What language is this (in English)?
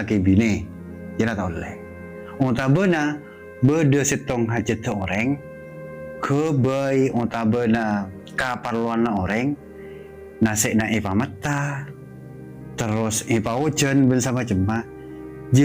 Madurese